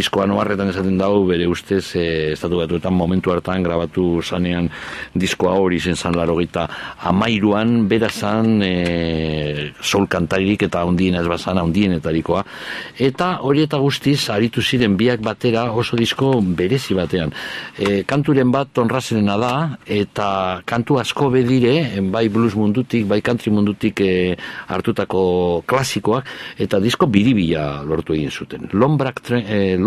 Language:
Basque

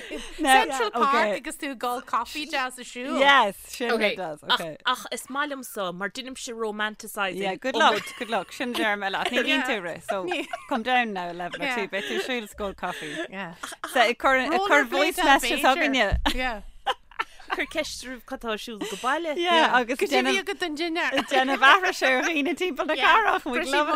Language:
Irish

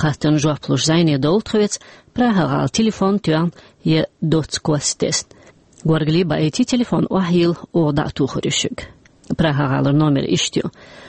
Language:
Chechen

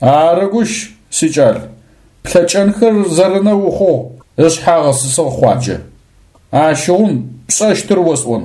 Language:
Adyghe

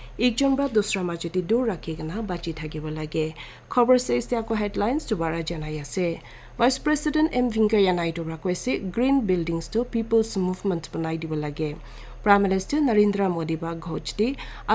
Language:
Naga Pidgin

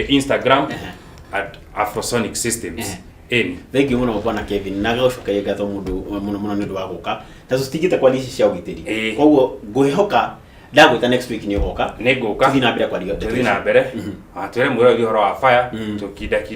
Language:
Kikuyu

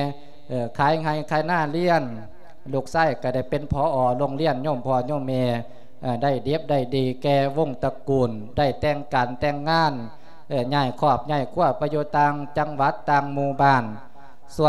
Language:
Lao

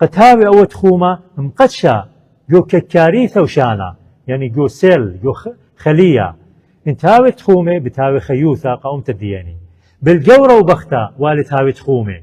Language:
Assyrian Neo-Aramaic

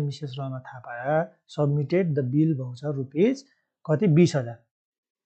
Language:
Nepali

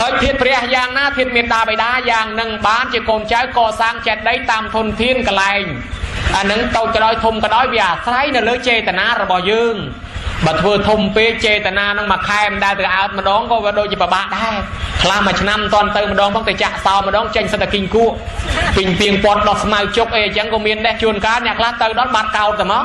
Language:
Khmer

